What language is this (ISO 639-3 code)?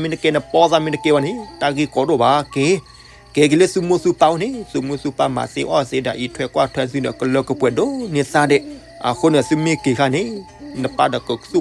ksw